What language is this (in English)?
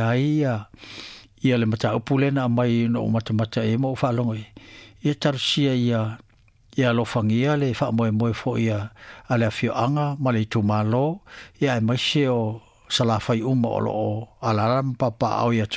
Samoan